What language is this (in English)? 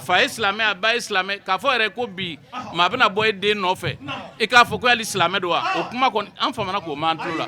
Bambara